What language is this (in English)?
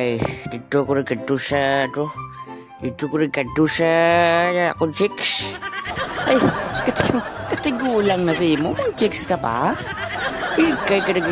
Hiligaynon